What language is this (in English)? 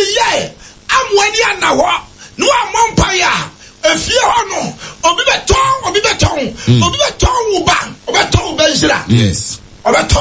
Akan